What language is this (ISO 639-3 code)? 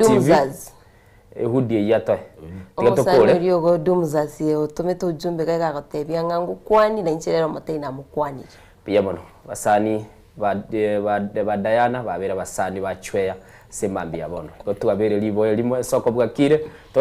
guz